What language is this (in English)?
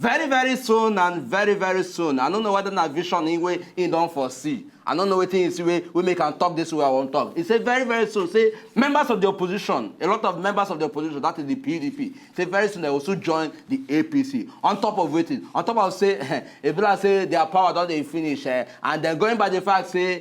Nigerian Pidgin